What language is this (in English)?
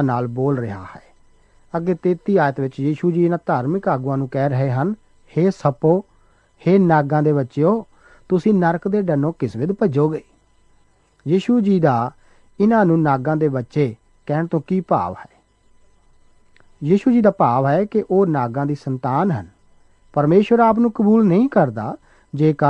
Punjabi